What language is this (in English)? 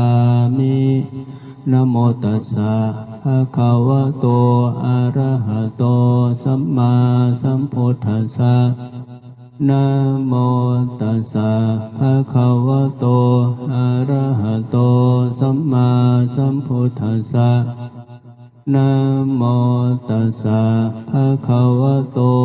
Pali